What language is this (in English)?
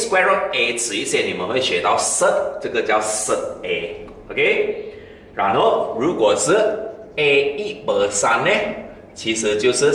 Chinese